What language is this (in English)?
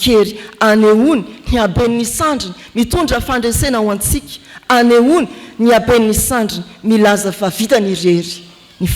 Malagasy